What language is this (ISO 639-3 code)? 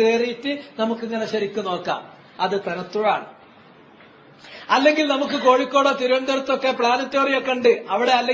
mal